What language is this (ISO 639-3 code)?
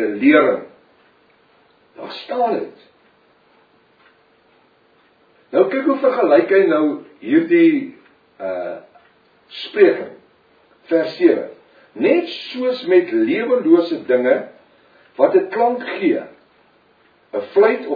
afr